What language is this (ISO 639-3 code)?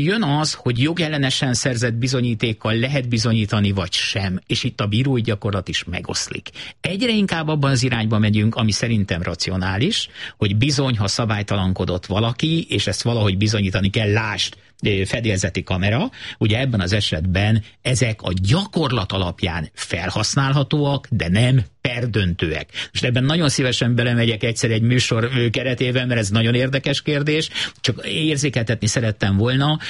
hun